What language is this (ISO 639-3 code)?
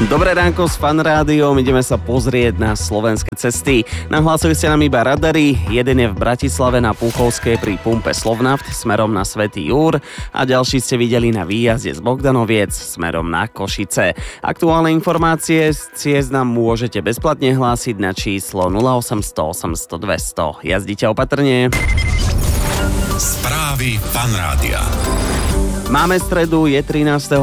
slk